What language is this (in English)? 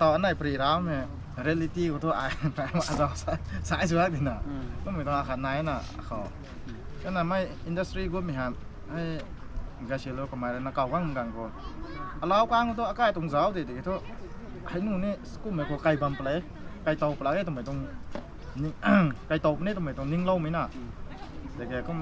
Rongmei Naga